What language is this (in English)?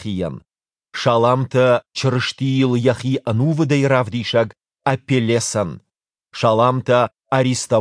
Ossetic